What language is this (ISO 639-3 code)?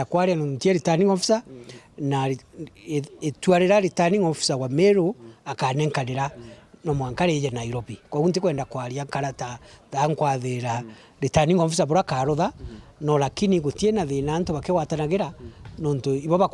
mer